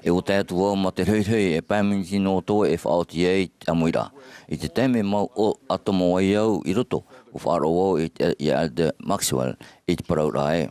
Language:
Tahitian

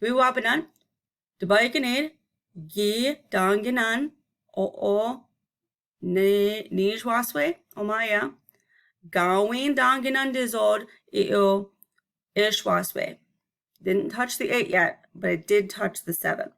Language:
Chippewa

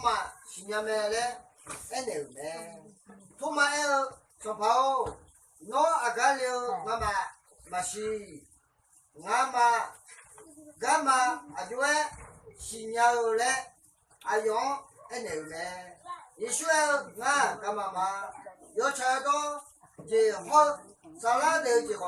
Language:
Akha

